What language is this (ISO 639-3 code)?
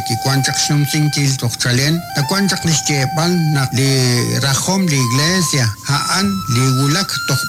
kek